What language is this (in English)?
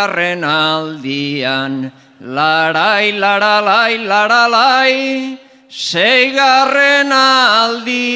Basque